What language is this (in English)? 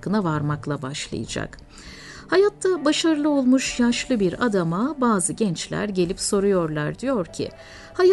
Turkish